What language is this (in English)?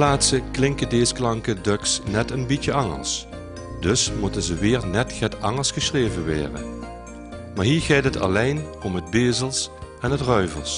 Limburgish